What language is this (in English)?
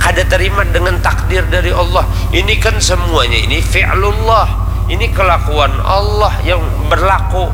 Banjar